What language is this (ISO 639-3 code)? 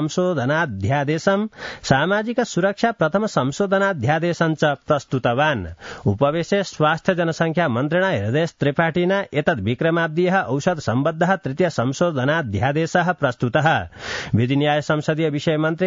san